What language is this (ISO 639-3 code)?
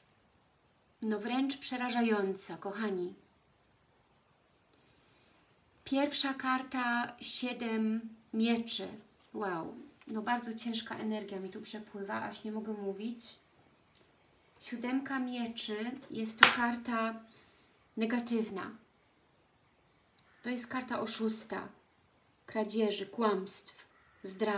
pol